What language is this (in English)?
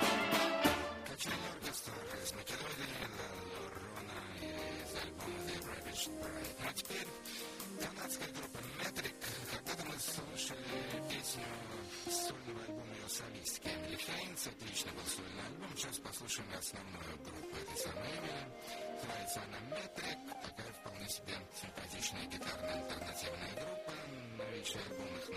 Russian